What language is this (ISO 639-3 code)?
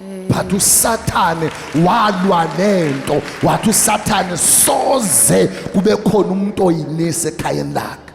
zul